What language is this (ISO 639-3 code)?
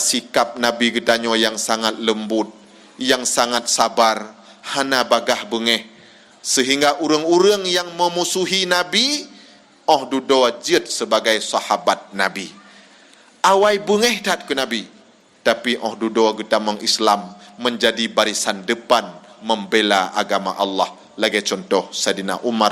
ace